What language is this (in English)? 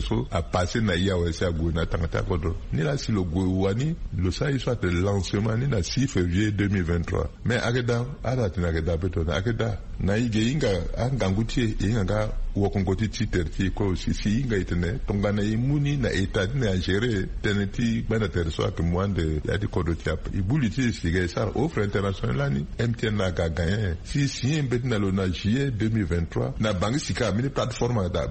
Sango